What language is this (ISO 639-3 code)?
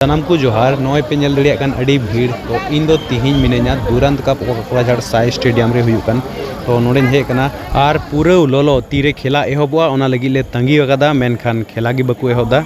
sat